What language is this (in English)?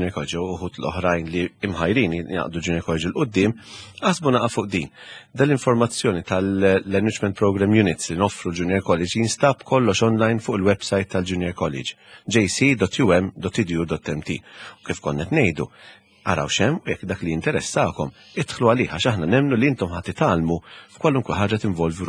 Maltese